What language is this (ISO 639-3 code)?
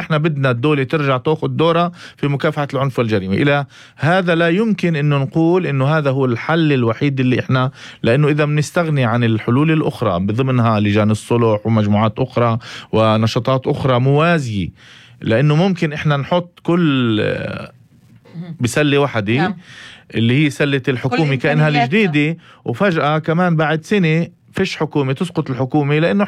apc